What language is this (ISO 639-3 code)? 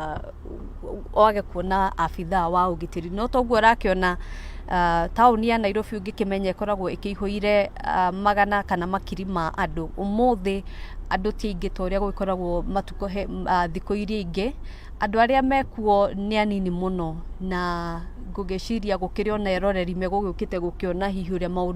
kik